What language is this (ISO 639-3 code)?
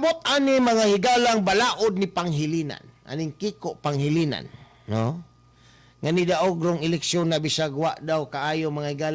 ceb